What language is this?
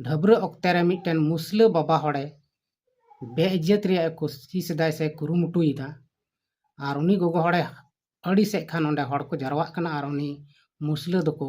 Santali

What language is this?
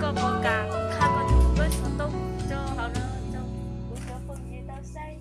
Hmong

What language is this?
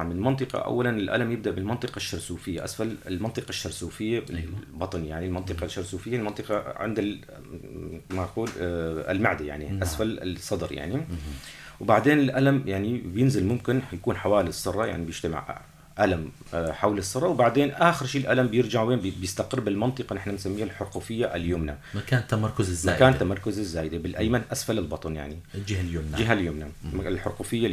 North Levantine Arabic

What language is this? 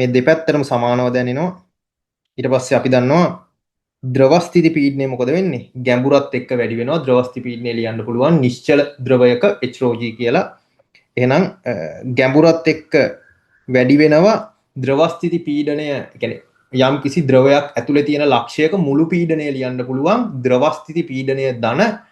Sinhala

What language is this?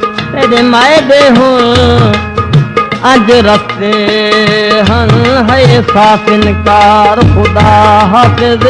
Saraiki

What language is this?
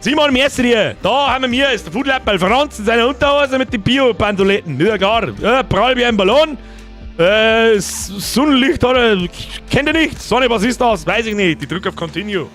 Bavarian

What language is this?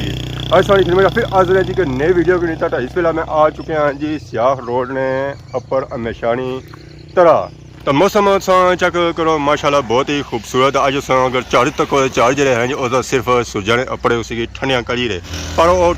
Pahari-Potwari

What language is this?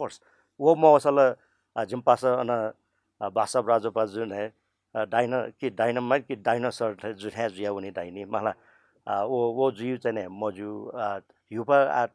Newari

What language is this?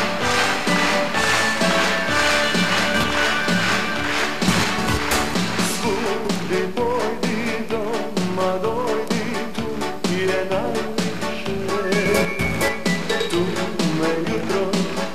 Croatian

